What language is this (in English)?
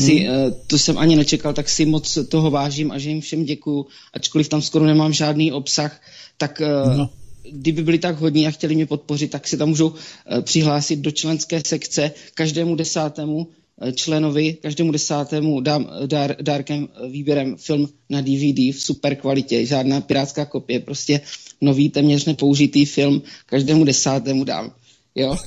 Czech